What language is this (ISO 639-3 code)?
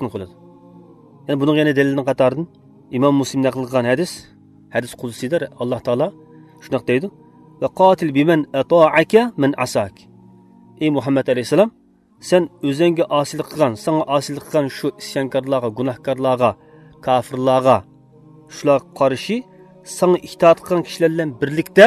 uig